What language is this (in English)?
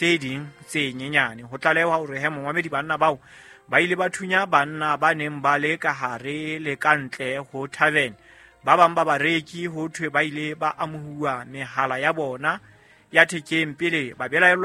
Southern Sotho